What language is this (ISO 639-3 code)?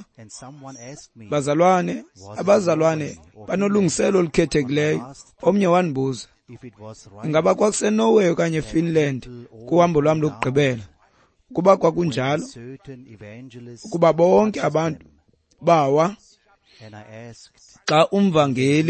xho